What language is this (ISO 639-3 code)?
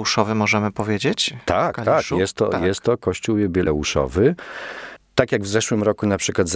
pol